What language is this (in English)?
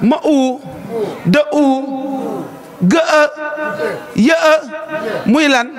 Wolof